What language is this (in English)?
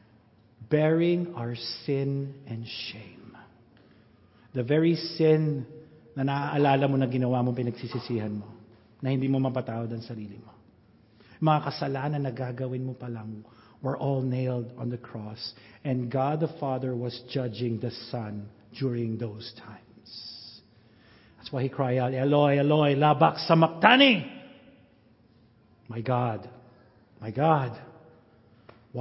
Filipino